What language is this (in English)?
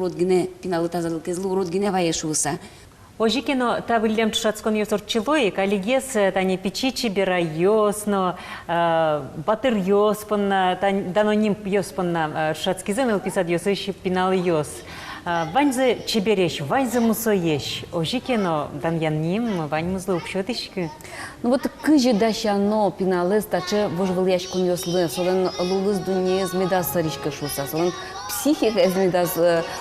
Udmurt